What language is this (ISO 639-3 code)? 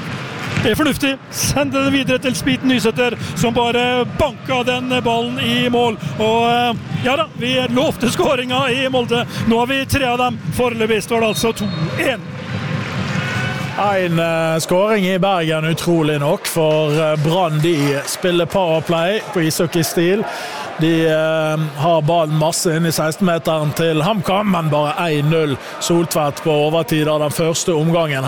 nor